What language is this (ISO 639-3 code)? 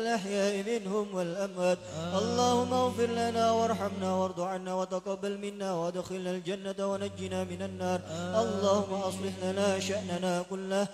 ara